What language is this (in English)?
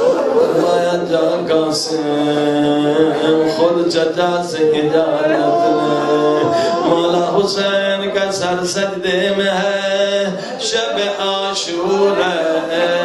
Urdu